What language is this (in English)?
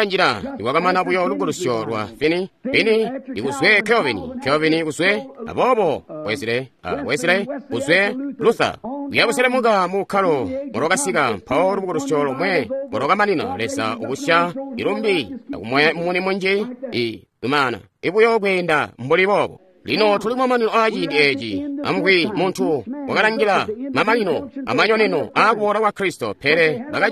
Tonga (Zambia)